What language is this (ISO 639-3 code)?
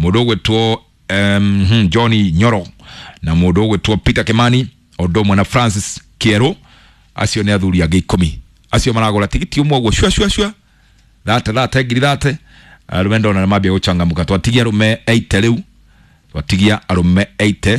kik